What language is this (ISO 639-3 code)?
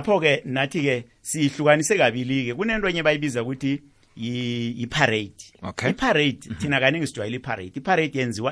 nbl